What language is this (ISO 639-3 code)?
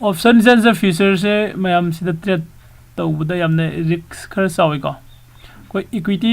mni